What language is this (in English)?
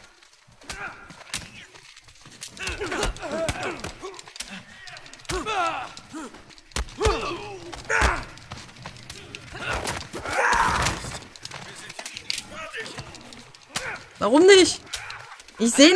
German